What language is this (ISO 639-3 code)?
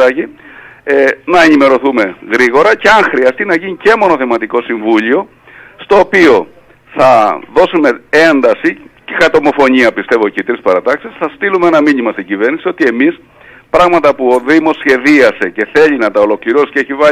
ell